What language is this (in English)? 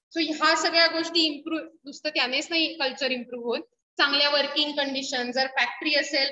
Marathi